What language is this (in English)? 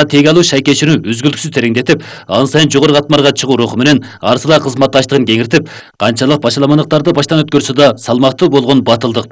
Kyrgyz